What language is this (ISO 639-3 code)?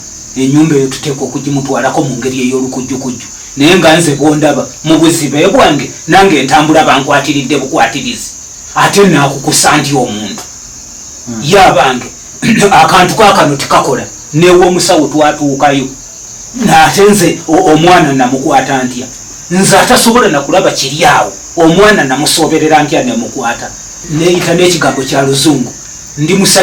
lug